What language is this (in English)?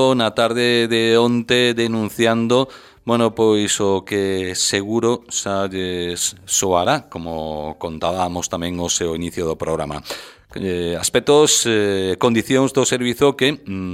Galician